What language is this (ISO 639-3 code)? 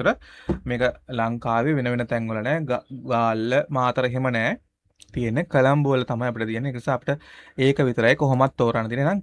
sin